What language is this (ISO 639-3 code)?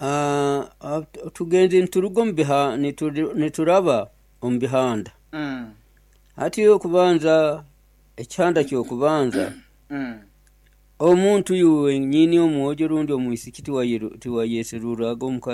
nyo